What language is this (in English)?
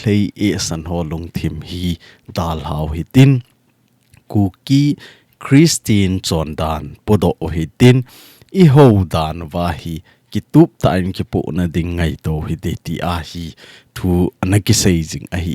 Thado Chin